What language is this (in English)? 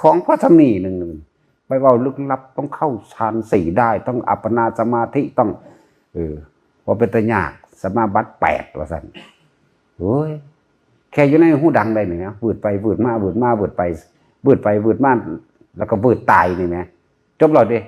Northeastern Thai